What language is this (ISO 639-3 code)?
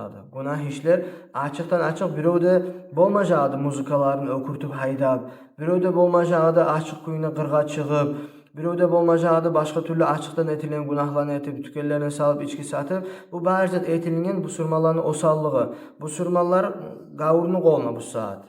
kum